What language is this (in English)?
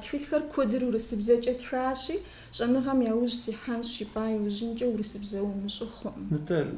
Kabardian